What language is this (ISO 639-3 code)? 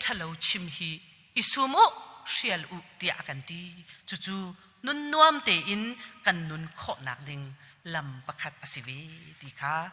cnh